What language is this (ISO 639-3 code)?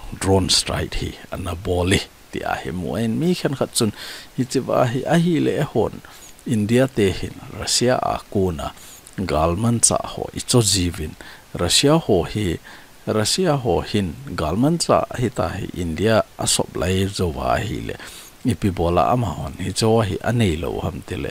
tcz